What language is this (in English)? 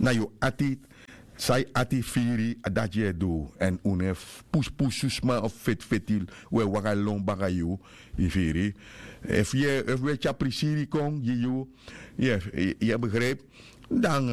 Sranan Tongo